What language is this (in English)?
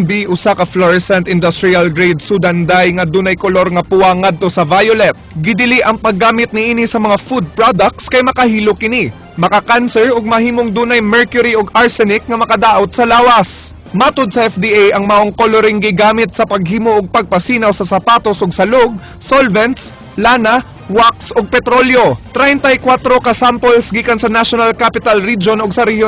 Cebuano